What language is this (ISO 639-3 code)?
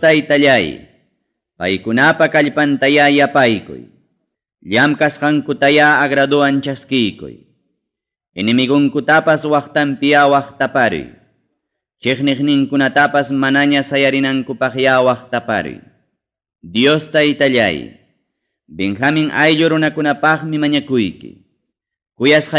quy